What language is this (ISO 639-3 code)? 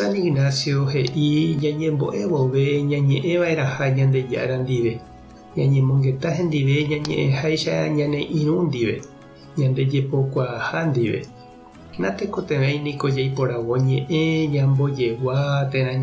grn